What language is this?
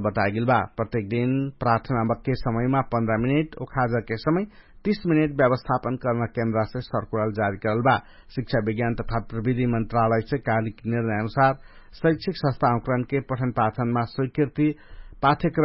Dangaura Tharu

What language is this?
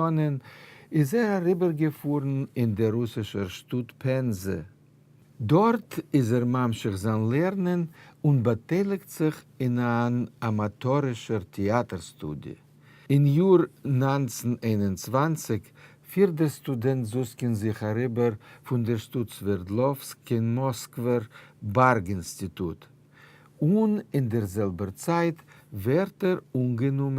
Yiddish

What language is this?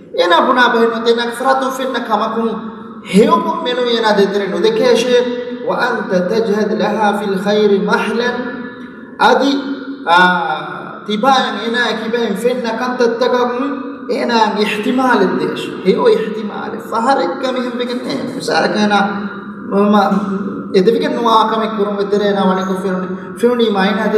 Divehi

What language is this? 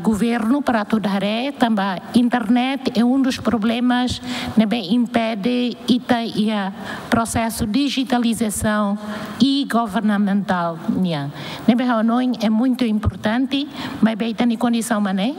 Tetum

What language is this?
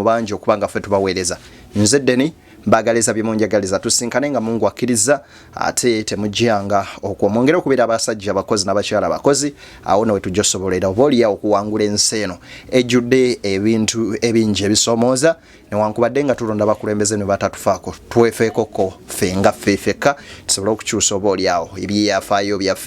Ganda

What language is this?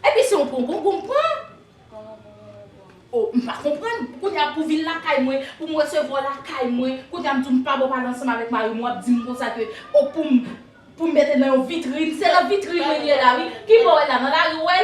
Haitian Creole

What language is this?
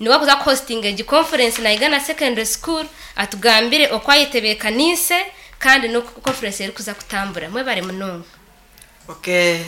Nyankole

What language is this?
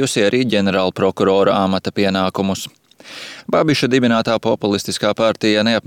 Latvian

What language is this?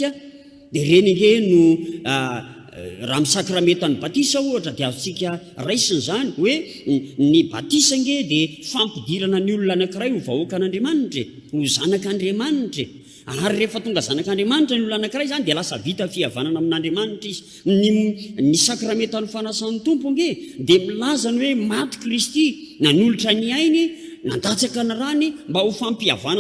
Malagasy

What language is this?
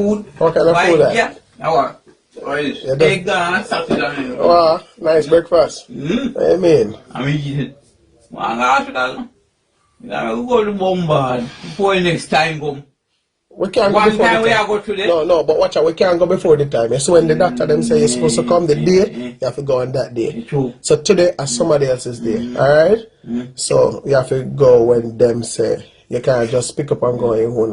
Jamaican Creole English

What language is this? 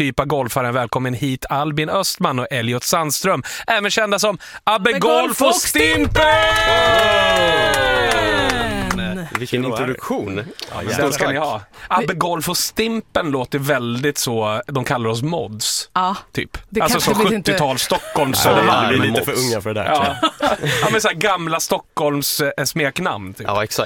Swedish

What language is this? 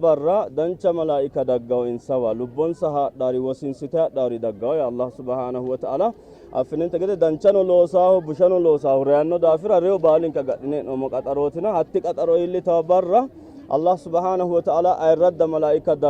Sidamo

